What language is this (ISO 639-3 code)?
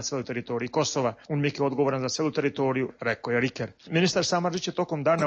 srp